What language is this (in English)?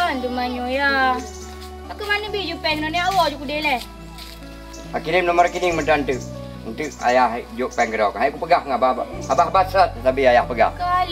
Achinese